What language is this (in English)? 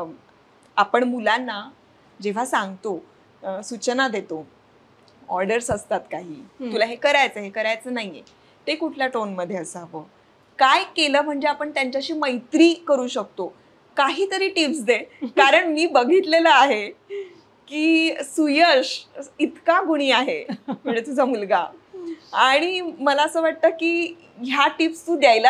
Marathi